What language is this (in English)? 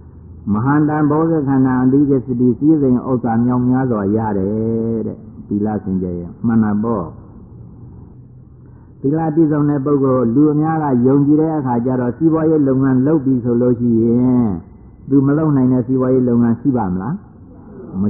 Burmese